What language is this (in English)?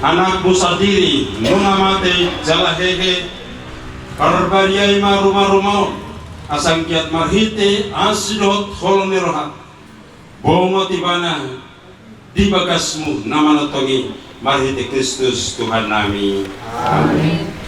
Batak Toba